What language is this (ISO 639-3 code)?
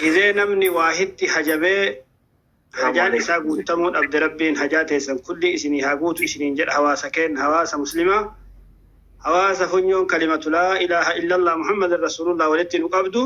orm